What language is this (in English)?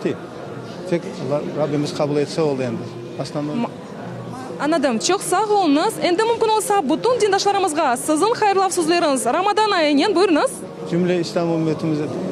Crimean Tatar